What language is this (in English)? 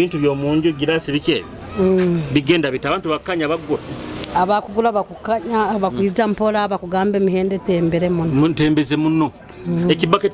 Nyoro